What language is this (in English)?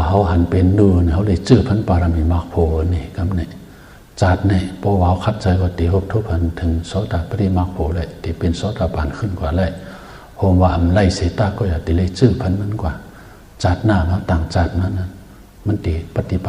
Shan